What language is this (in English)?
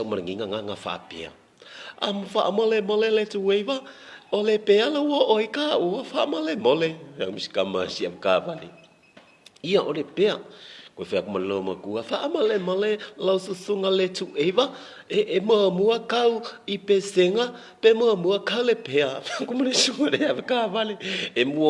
Samoan